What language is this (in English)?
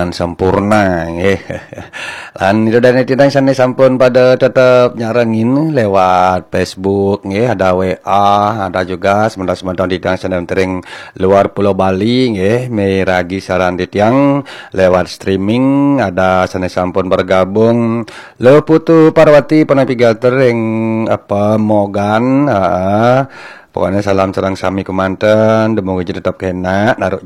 Balinese